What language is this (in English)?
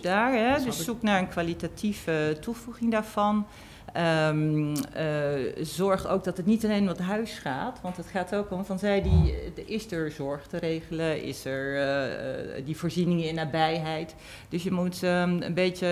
Dutch